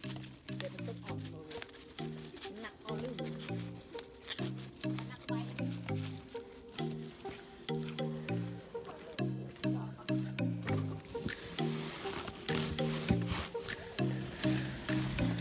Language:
Northeastern Thai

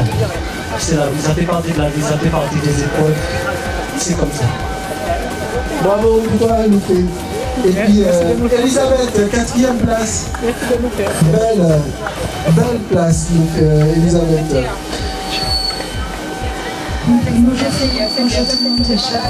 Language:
French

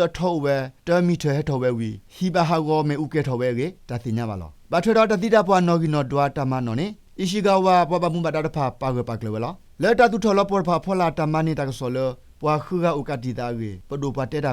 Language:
S'gaw Karen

